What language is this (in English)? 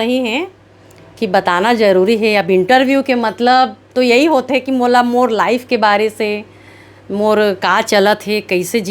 Chhattisgarhi